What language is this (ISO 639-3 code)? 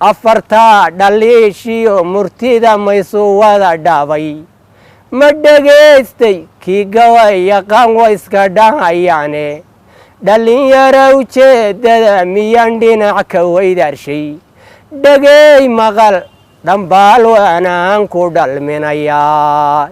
som